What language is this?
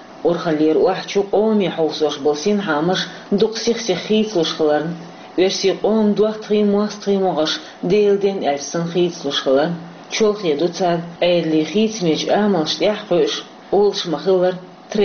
Chechen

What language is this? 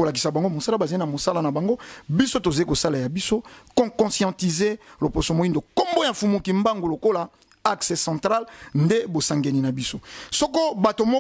Lingala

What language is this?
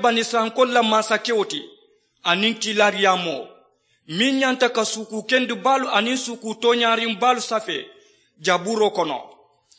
Mandingo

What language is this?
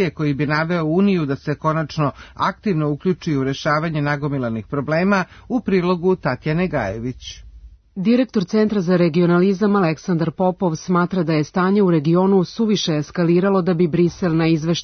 Serbian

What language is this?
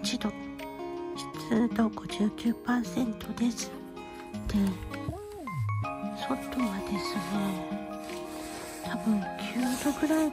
Japanese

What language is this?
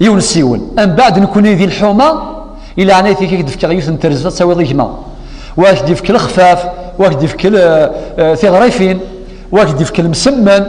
Kabyle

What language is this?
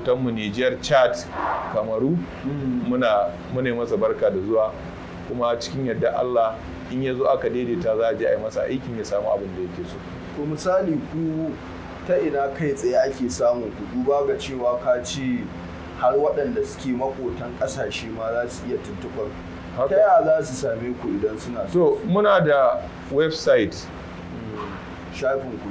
Hausa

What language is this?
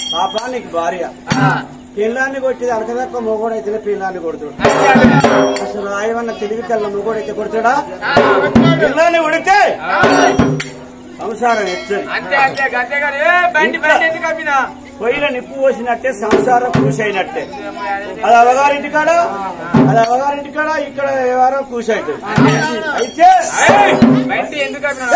Telugu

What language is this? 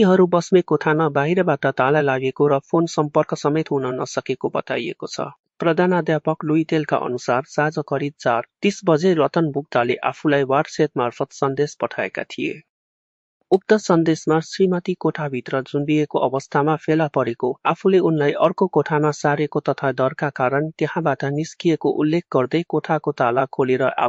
Nepali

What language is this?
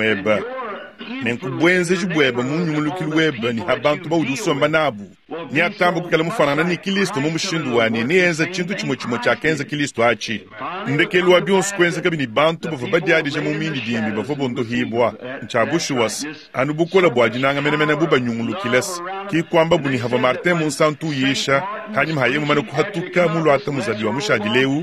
Luba-Lulua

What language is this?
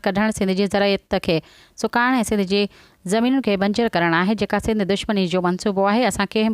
Sindhi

